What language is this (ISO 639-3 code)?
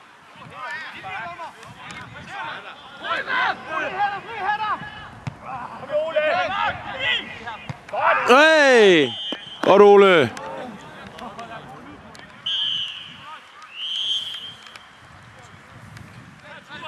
dan